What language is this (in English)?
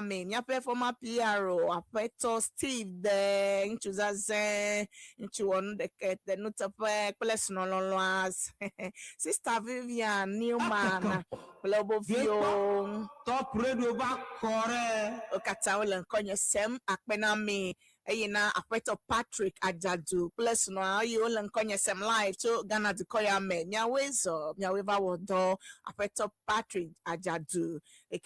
Ewe